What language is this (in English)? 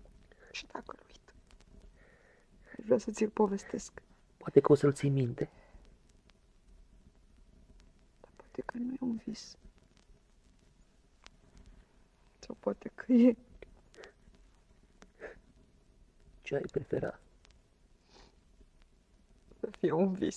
Romanian